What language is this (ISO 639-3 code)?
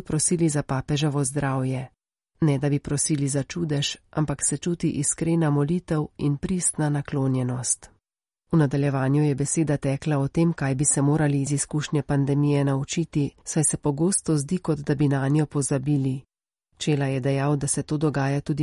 slv